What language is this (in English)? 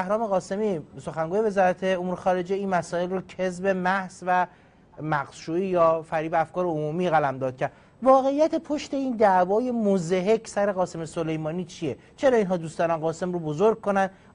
Persian